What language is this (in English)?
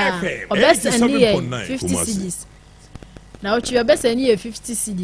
Akan